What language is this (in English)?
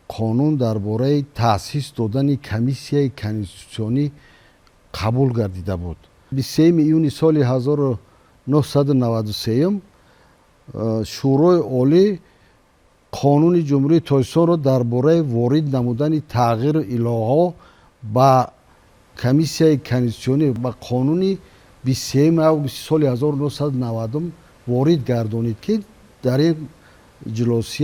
Tajik